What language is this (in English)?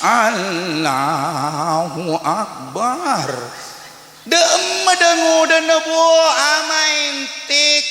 Madurese